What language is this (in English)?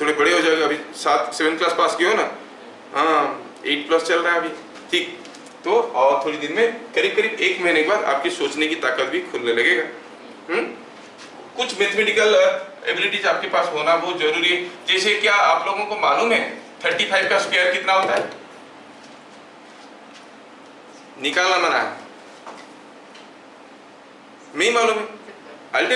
Hindi